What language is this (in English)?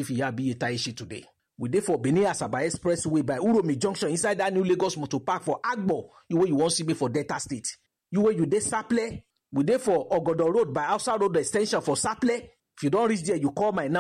Nigerian Pidgin